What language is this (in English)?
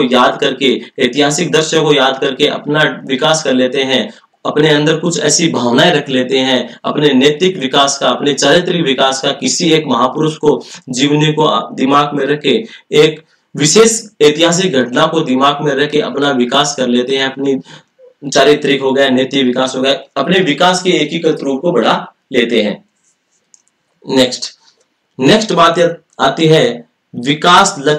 Hindi